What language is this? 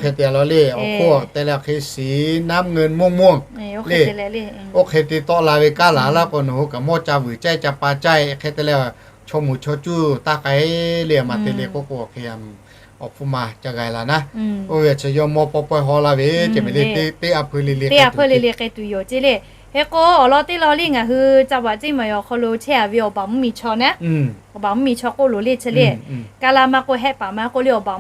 Lahu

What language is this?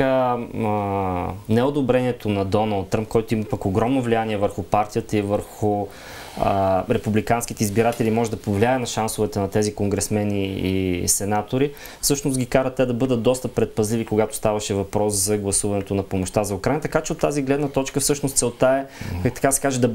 Bulgarian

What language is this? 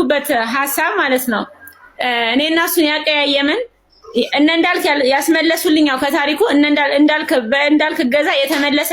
Amharic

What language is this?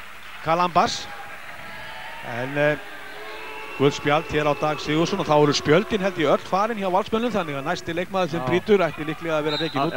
Icelandic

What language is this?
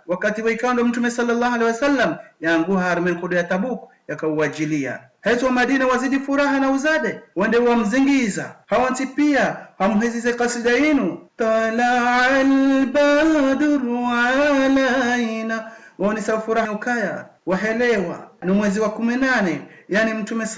Ngazidja Comorian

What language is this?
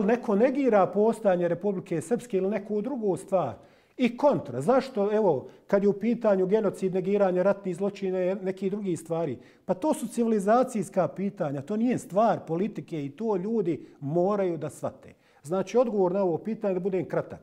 Bosnian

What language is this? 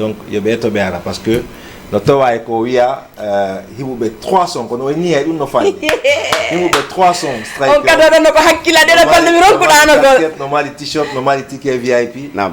Fula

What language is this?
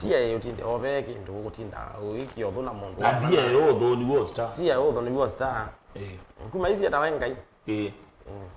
Kamba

